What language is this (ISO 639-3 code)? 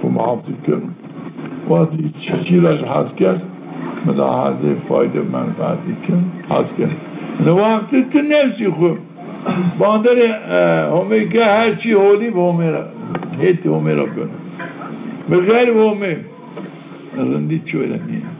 zza